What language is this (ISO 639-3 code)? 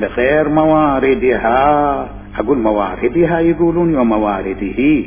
acm